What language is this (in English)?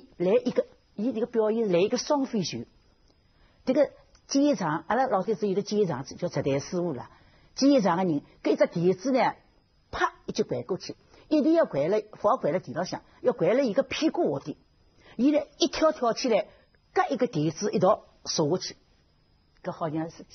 Wu Chinese